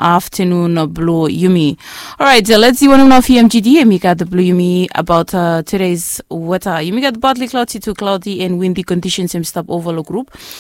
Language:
Bislama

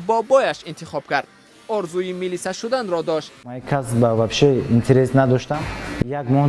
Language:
Tajik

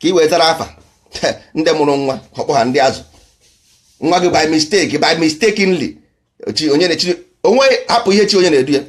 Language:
Igbo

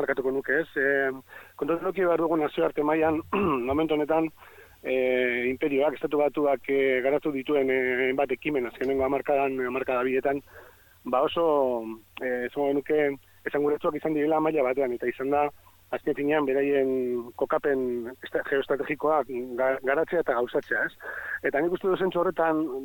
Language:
Basque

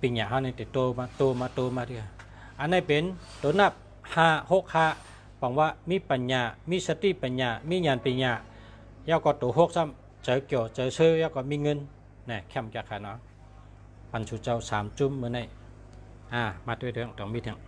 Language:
Shan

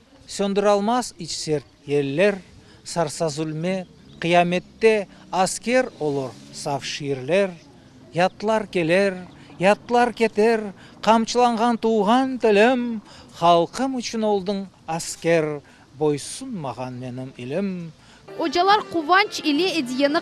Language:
Crimean Tatar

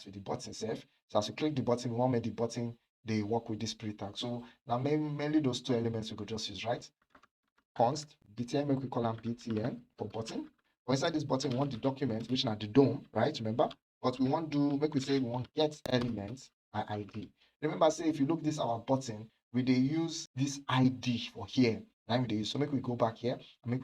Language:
Nigerian Pidgin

